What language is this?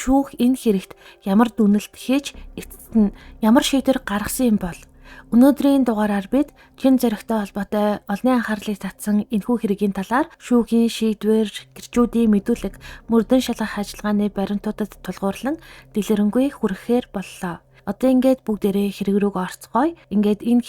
Mongolian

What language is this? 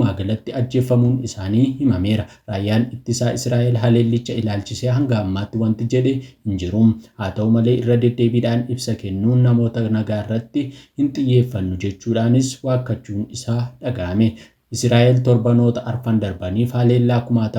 Oromo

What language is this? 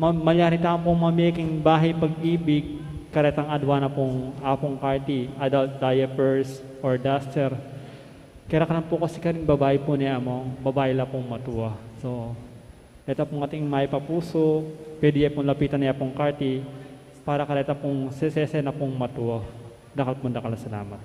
Pampanga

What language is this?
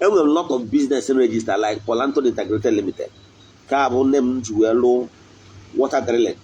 Igbo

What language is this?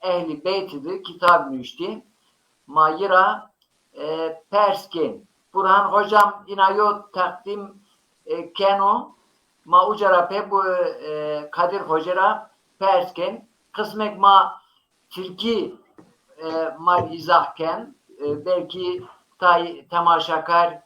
Zaza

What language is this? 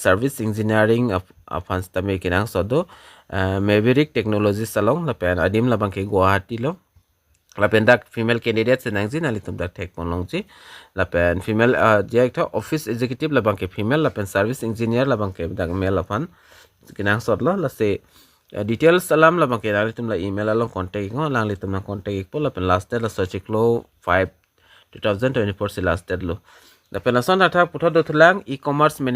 Karbi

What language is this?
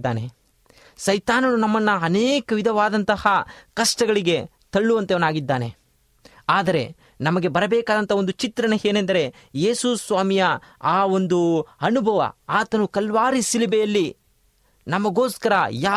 Kannada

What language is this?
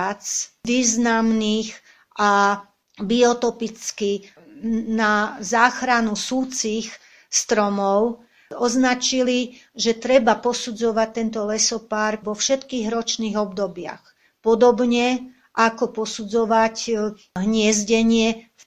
Slovak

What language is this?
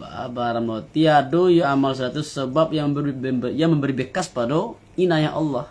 Minangkabau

